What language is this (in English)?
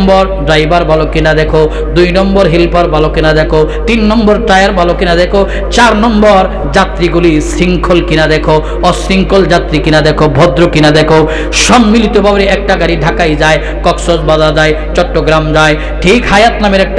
Sylheti